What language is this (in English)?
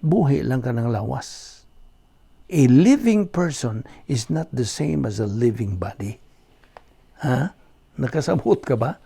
Cebuano